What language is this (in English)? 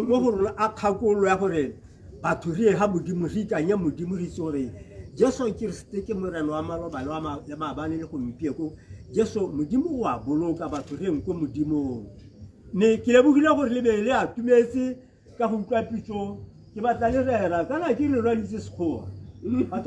Tswana